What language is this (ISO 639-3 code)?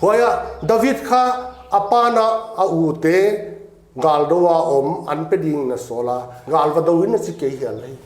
pck